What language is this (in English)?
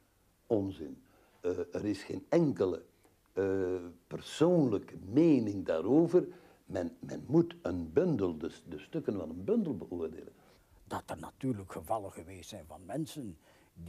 Dutch